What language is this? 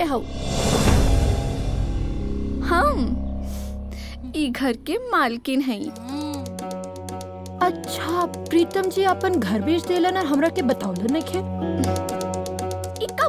Bhojpuri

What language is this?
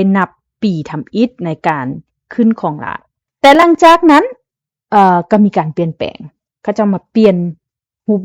Lao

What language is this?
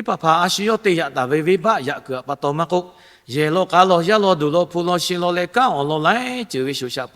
Lahu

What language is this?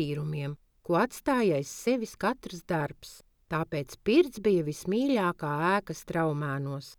Latvian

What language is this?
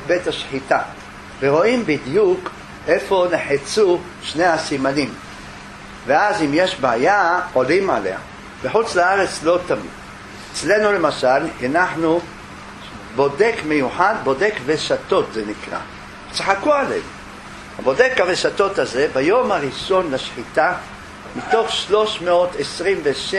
Hebrew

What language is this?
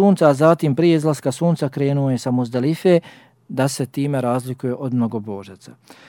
Bosnian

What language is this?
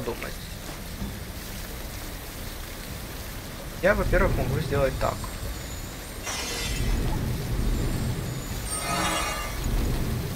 Russian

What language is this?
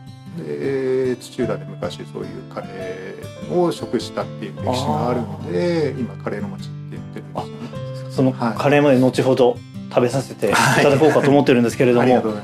Japanese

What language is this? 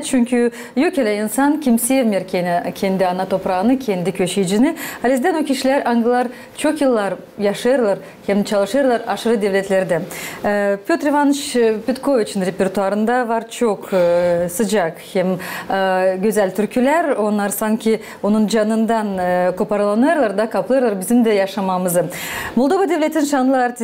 Gagauz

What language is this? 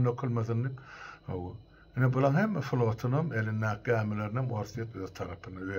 Turkmen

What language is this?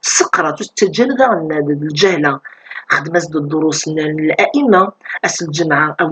Kabyle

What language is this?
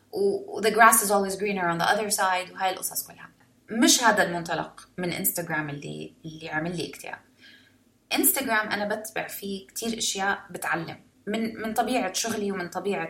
North Levantine Arabic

